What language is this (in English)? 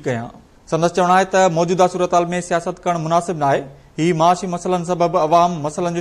Sindhi